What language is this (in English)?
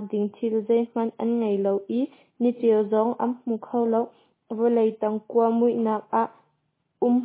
Hakha Chin